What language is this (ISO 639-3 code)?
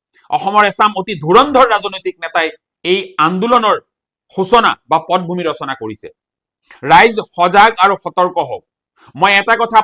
asm